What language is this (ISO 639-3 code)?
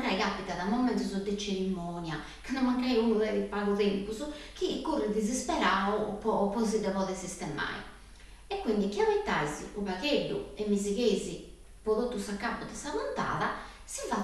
srd